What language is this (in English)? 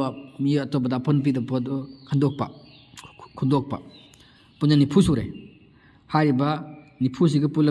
Manipuri